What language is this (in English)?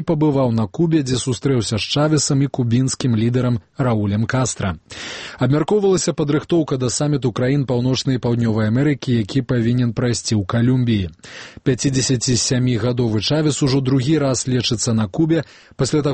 Belarusian